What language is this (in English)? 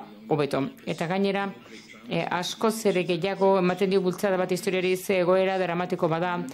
Basque